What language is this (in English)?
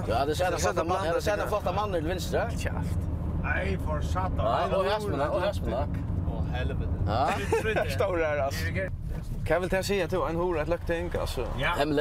Faroese